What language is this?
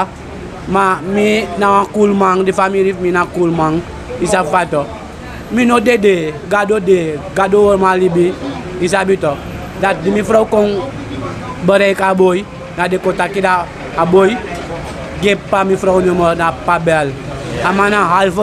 Sranan Tongo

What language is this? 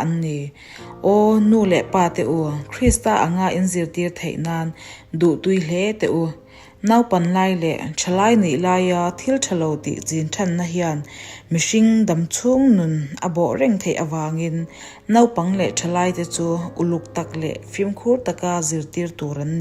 Mizo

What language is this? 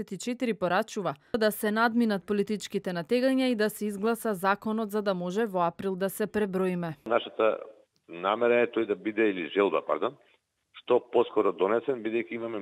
Macedonian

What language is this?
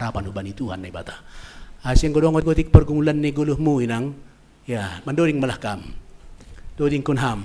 Batak Simalungun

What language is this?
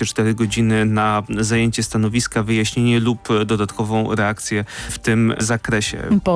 Polish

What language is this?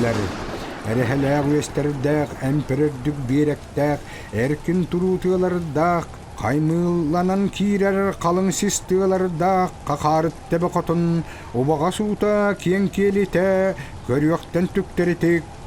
Yakut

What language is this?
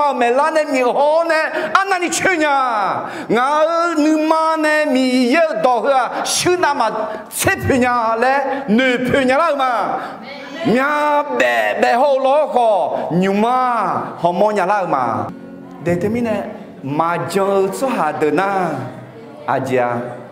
Akha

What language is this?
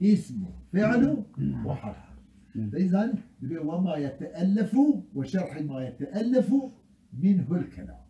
Kurdish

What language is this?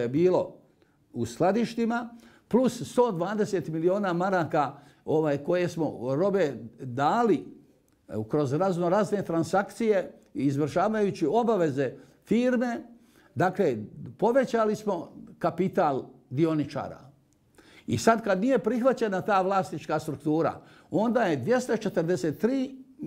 Bosnian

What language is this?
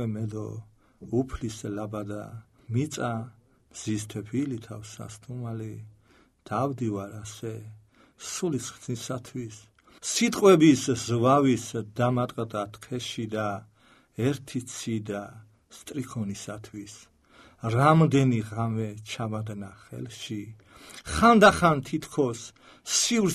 Georgian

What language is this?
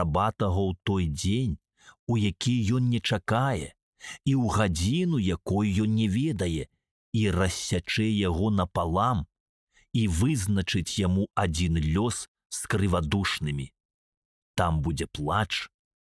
Belarusian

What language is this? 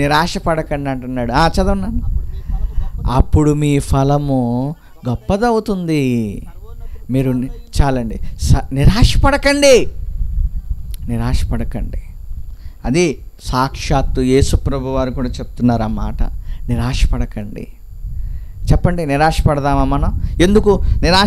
Telugu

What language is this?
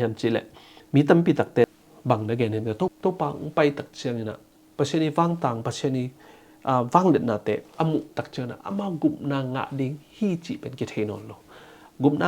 Tedim Chin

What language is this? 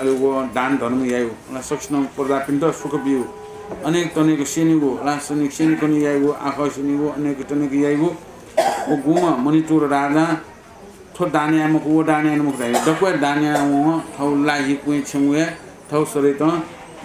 Newari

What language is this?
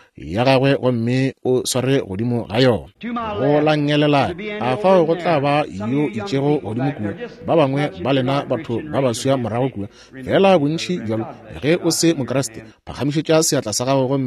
Northern Sotho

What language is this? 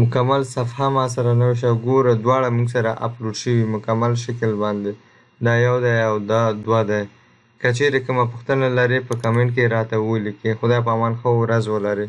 Pashto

